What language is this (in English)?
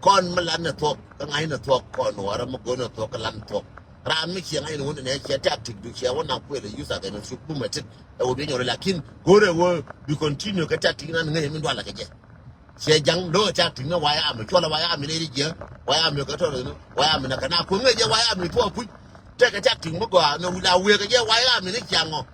Nuer